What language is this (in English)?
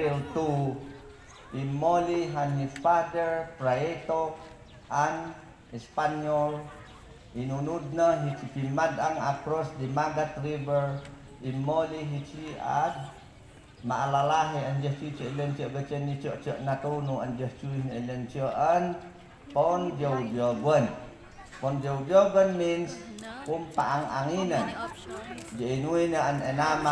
Mayoyao Ifugao